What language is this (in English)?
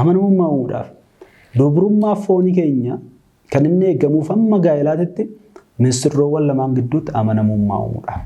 Oromo